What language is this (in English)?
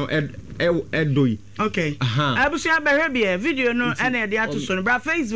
Akan